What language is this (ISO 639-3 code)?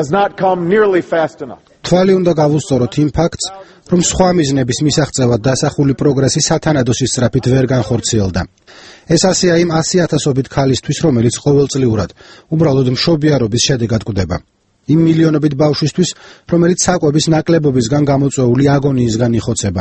kat